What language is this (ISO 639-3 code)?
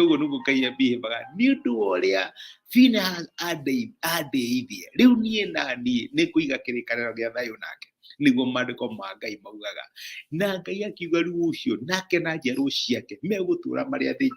kik